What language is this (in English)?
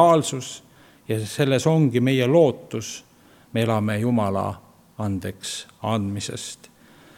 Estonian